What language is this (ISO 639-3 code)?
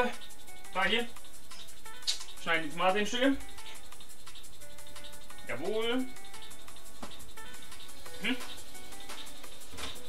deu